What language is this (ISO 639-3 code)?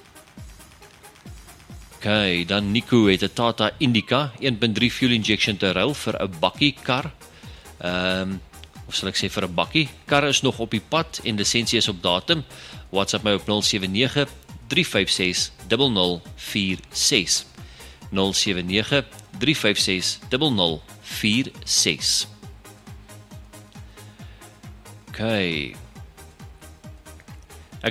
afr